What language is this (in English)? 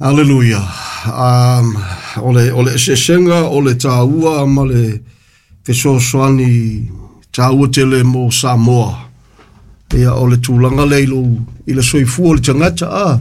Samoan